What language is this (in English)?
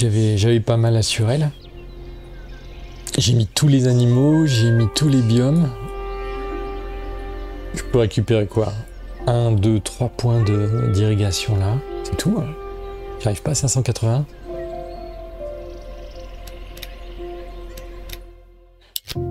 French